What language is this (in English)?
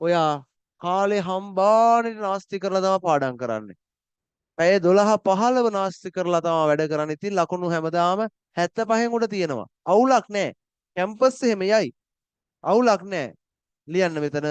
Sinhala